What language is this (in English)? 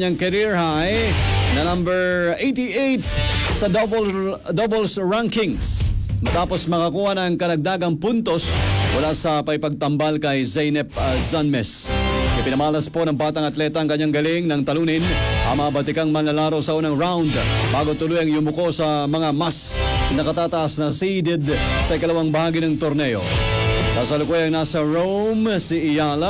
Filipino